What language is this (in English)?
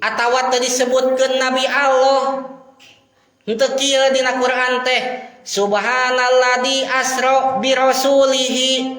Sundanese